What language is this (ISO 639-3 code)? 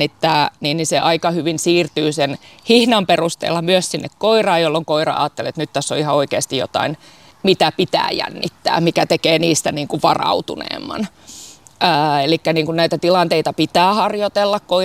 fin